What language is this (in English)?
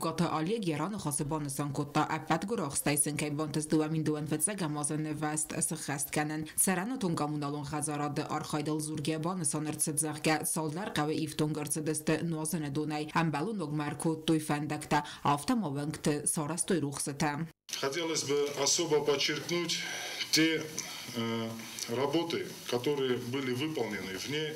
Ossetic